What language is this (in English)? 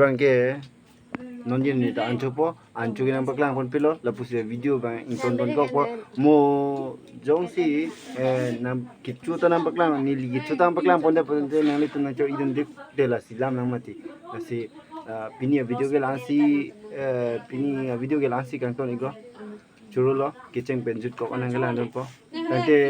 Karbi